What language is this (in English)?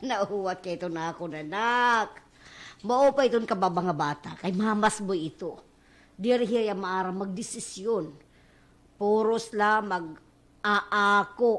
Waray